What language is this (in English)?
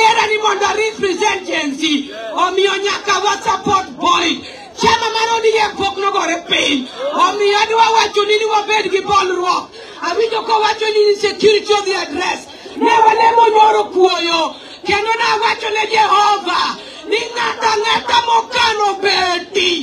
Luo (Kenya and Tanzania)